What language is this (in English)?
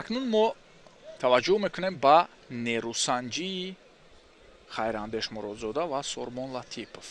Tajik